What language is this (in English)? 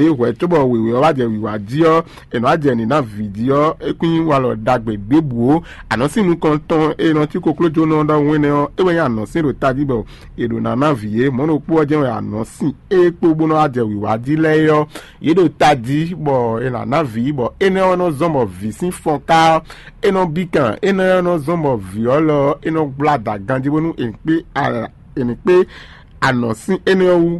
Fon